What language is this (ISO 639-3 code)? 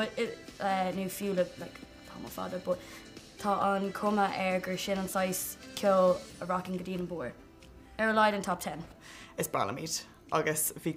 gle